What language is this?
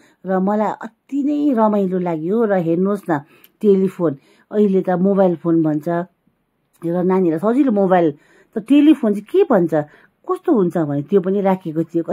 Nepali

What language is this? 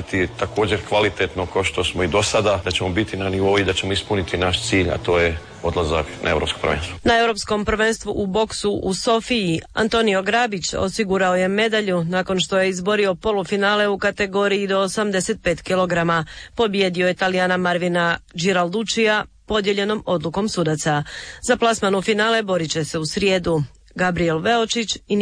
Croatian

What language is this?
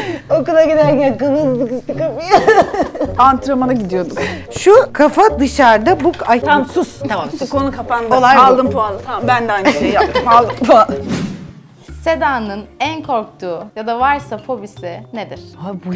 Turkish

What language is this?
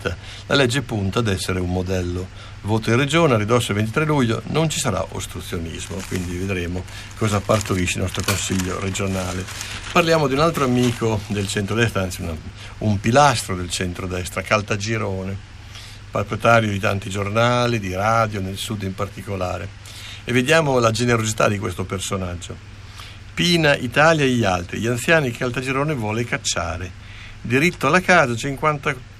Italian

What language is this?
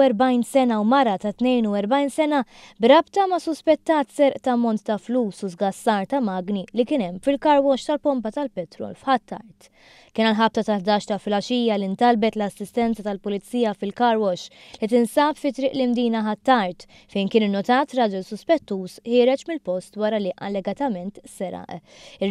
Maltese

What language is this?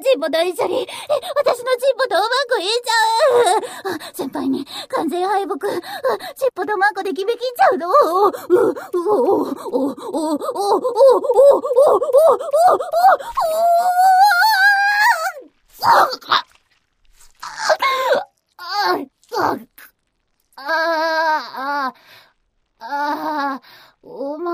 Japanese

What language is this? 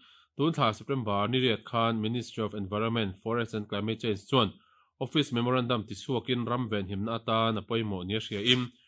Mizo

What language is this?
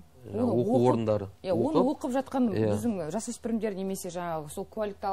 Kazakh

